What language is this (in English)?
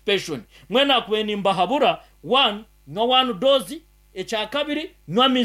Nyankole